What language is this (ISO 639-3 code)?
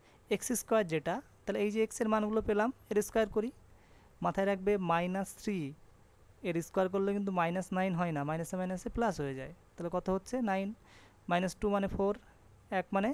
ben